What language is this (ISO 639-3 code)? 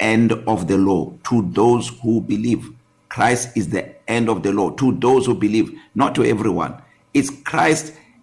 eng